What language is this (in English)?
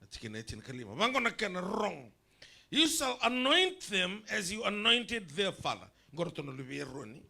Fijian